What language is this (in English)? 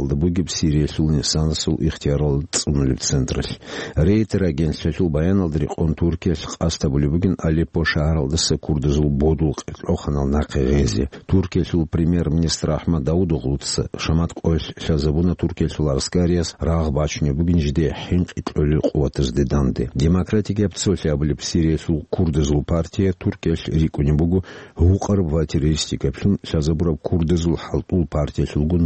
Avaric